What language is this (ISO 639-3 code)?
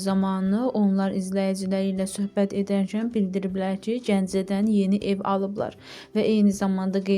aze